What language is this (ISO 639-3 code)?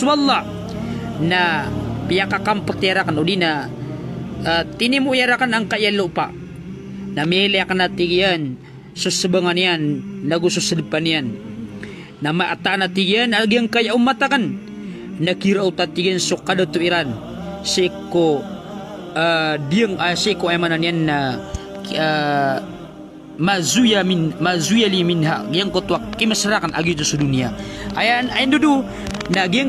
mrw